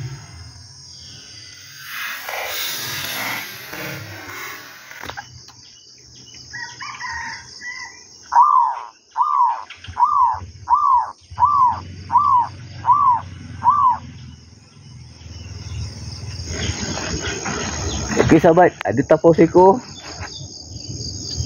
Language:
Malay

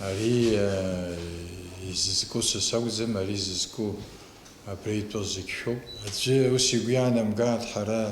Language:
Abkhazian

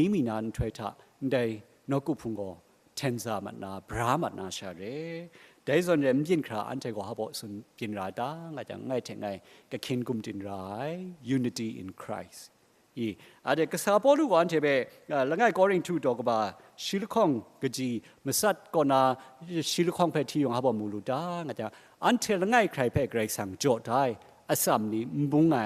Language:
Kachin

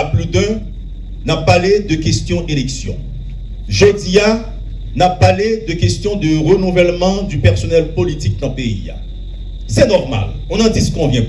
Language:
Haitian Creole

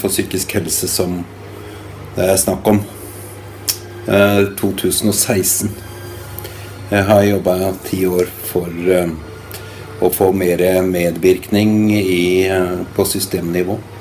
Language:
Norwegian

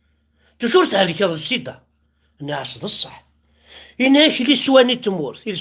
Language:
Kabyle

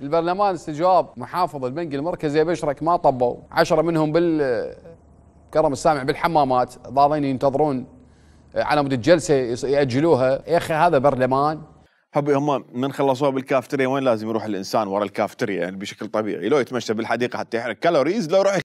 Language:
Mesopotamian Arabic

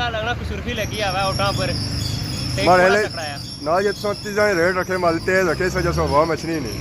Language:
Pahari-Potwari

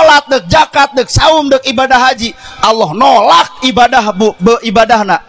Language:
Sundanese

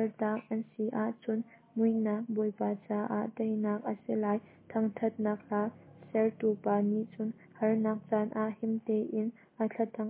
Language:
Hakha Chin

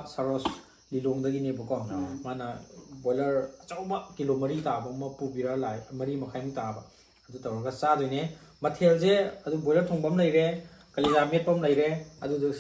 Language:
Manipuri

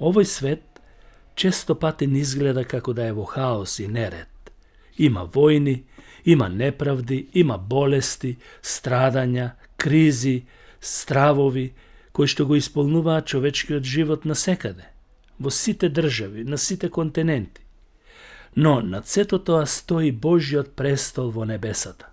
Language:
Macedonian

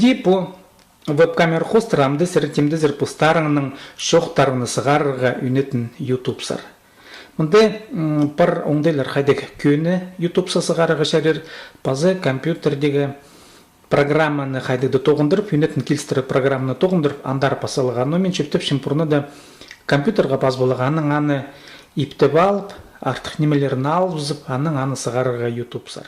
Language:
Khakas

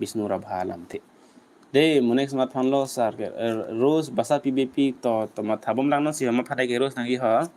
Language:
Karbi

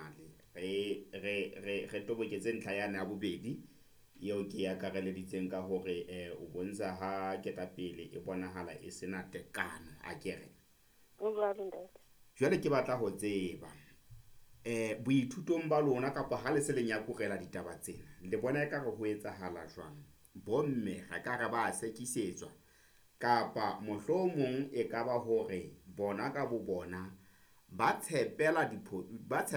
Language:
Southern Sotho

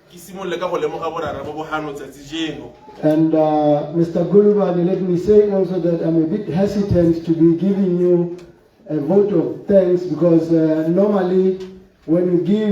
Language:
Tswana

